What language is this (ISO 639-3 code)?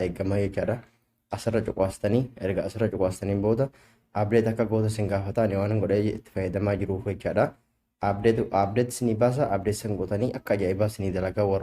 orm